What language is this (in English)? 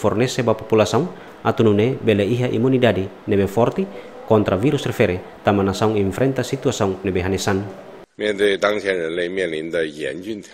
Tetum